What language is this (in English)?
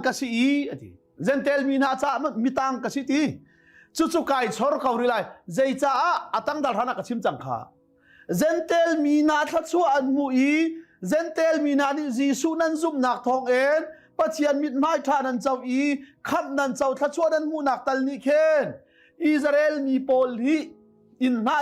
Hakha Chin